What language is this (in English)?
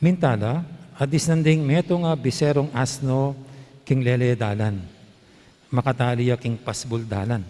Pampanga